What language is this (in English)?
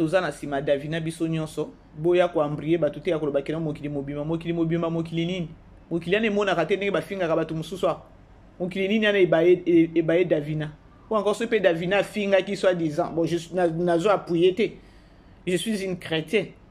Lingala